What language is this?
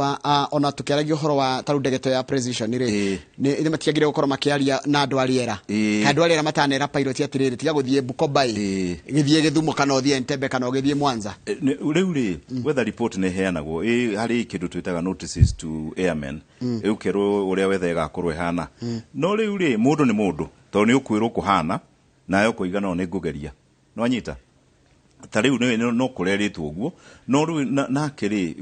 Kikuyu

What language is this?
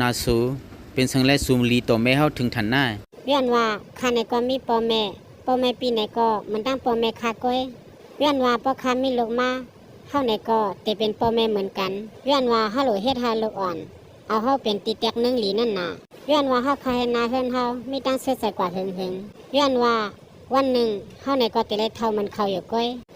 Shan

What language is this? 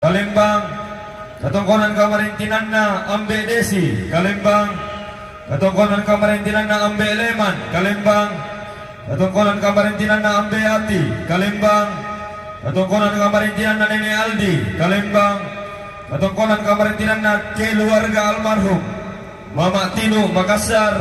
Toraja-Sa'dan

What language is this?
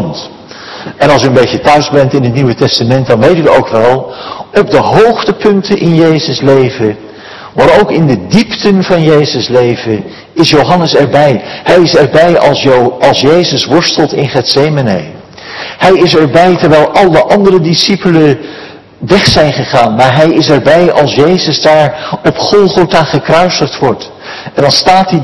Dutch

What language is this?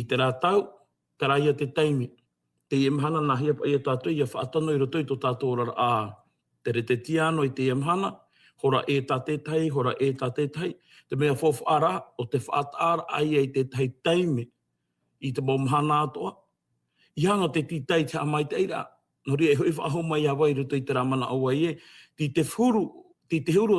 Tahitian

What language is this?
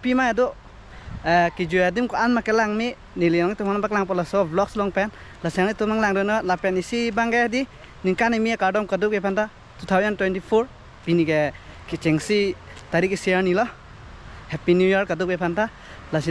Karbi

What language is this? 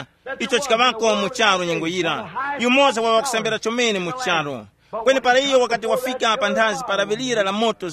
Tumbuka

